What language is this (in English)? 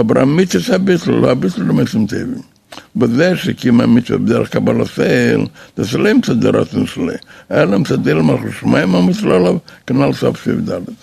Yiddish